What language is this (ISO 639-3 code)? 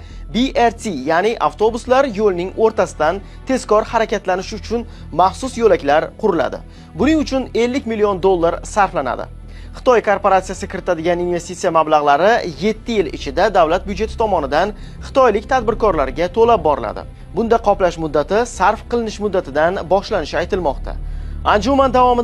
uzb